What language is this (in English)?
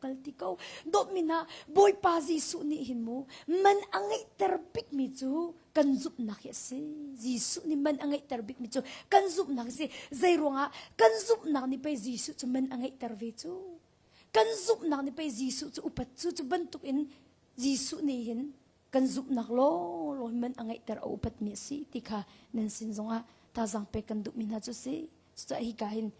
Hakha Chin